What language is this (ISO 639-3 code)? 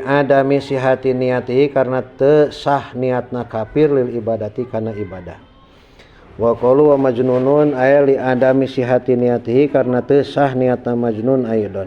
sun